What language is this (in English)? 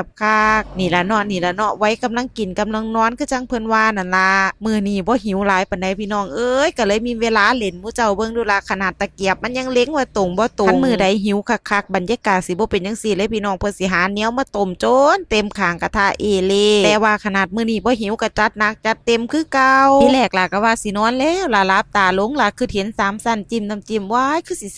Northeastern Thai